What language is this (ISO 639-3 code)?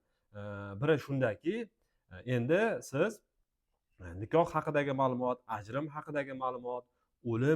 uzb